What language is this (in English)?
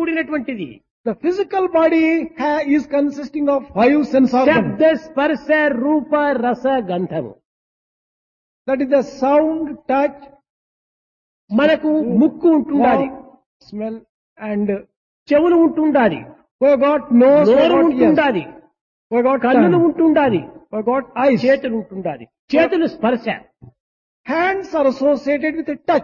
Telugu